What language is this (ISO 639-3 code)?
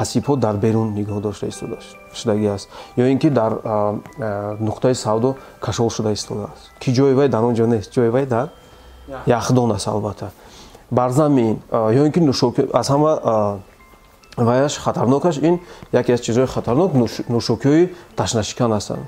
tgk